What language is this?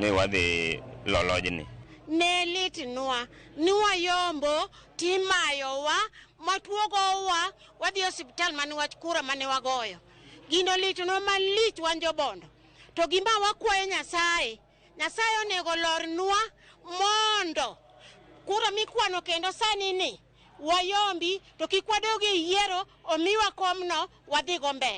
Luo (Kenya and Tanzania)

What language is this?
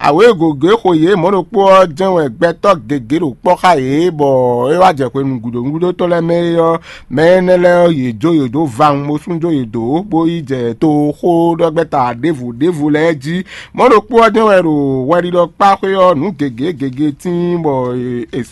Fon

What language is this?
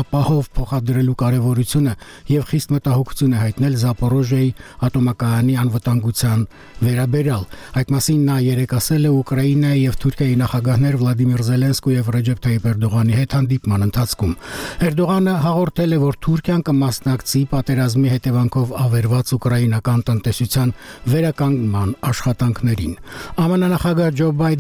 Armenian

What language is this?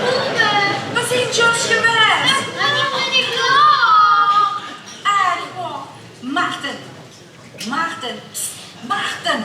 Limburgish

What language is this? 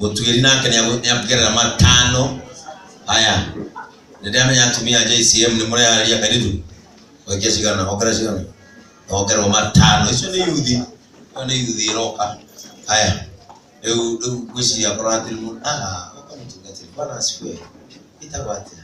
Kikuyu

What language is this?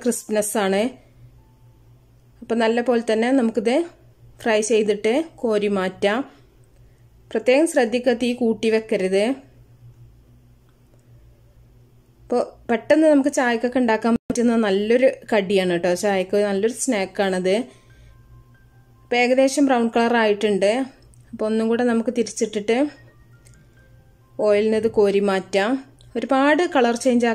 Malayalam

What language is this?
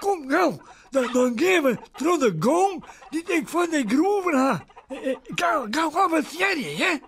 Western Frisian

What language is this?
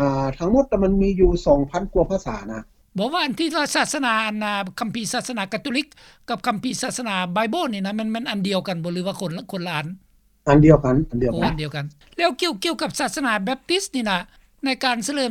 Lao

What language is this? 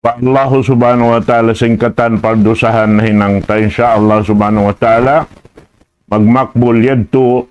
Tausug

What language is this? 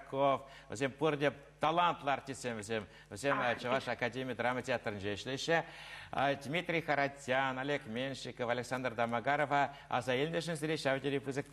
Chuvash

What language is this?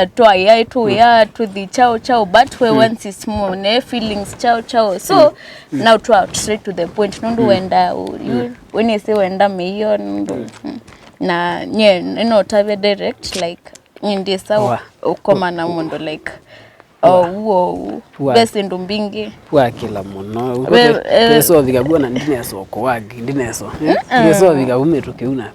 Kamba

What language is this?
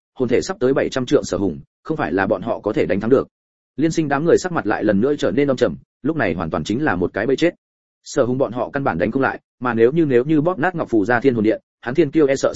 Vietnamese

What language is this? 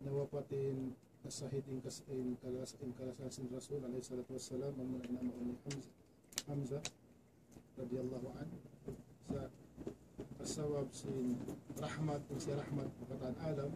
Tausug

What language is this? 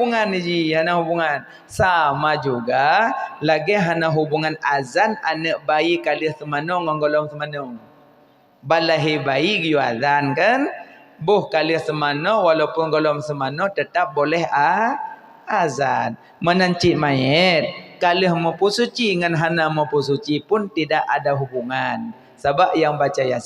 Achinese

